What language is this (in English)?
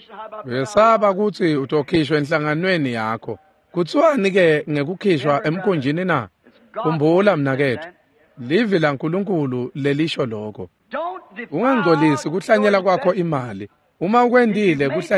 Swati